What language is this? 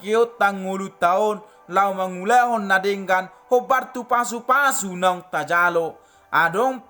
Batak Toba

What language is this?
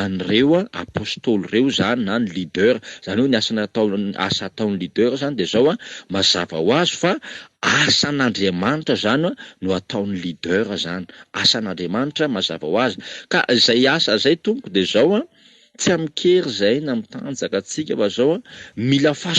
Malagasy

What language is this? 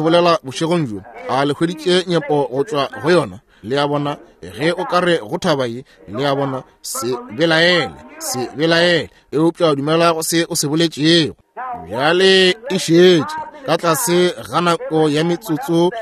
Northern Sotho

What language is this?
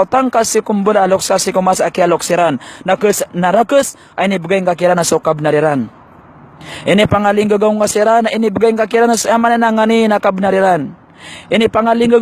Maranao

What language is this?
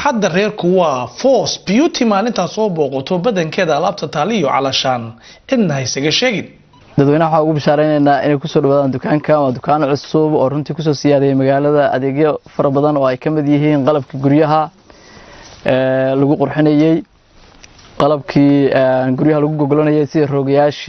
Somali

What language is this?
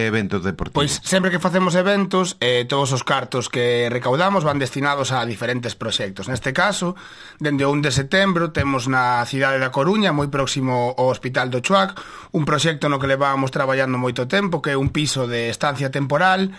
Galician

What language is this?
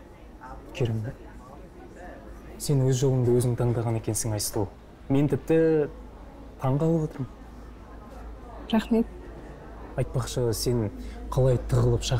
Kazakh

